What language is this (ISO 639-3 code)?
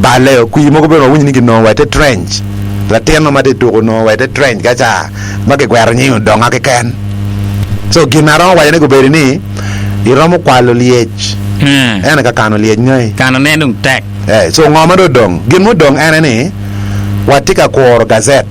ach